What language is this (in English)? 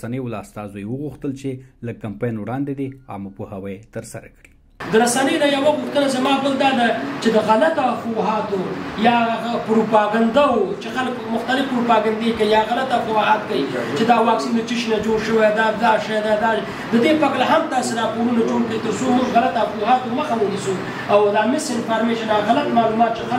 Pashto